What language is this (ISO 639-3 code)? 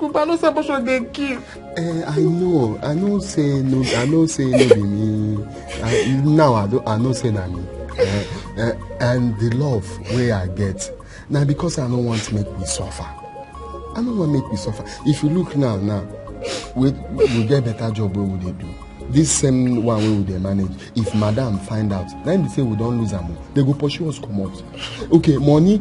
pcm